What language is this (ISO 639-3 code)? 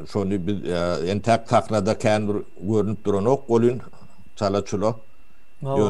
tuk